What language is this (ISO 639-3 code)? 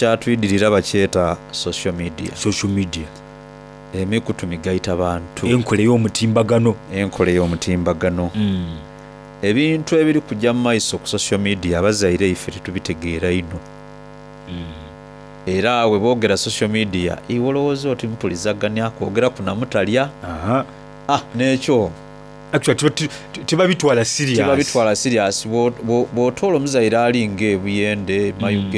xog